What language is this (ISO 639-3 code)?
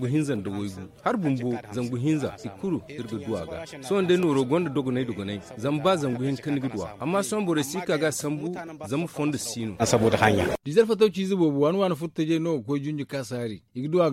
dje